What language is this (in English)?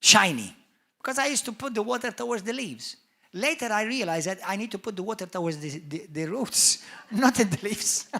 English